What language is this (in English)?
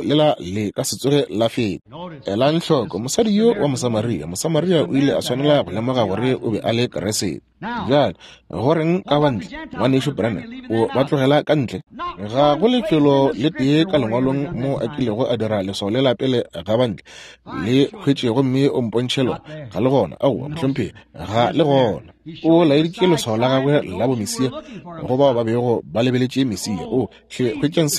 Northern Sotho